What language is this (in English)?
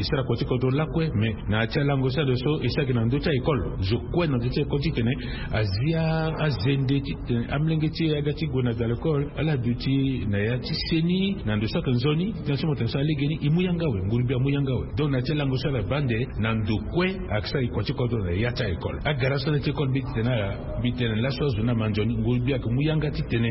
Sango